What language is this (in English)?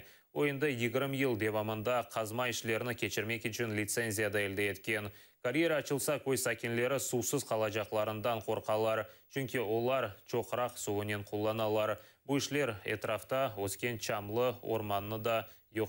Crimean Tatar